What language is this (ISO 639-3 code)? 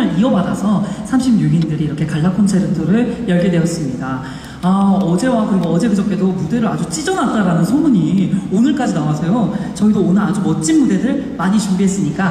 kor